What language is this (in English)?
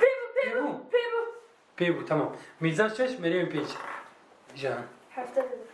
Kurdish